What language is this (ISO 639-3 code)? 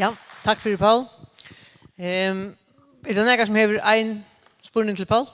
fao